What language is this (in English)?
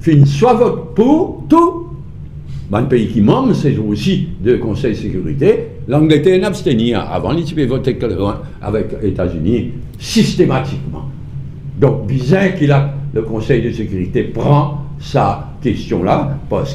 Morisyen